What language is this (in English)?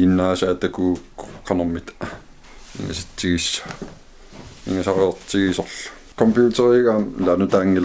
Kalaallisut